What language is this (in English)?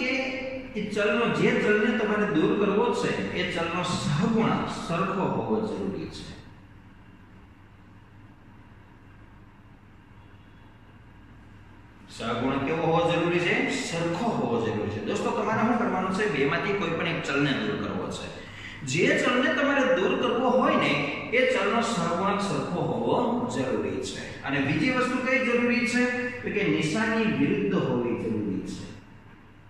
Gujarati